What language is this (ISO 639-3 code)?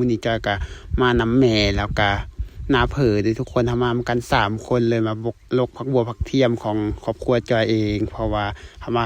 lao